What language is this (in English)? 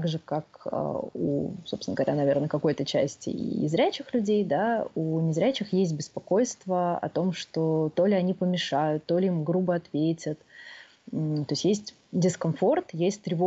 Russian